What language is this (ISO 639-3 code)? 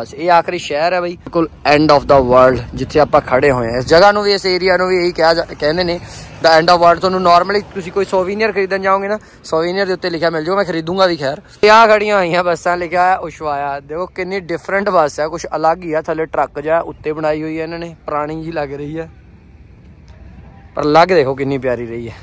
pan